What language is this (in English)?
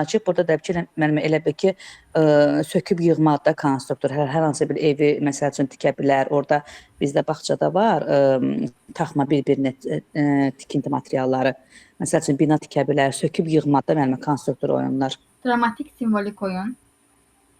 Azerbaijani